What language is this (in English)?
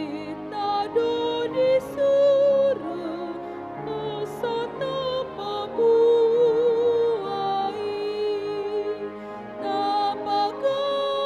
Batak Toba